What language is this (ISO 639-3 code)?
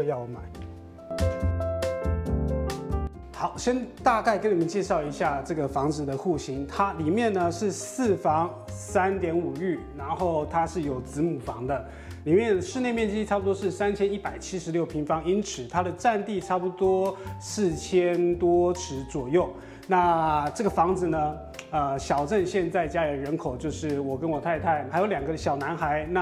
zho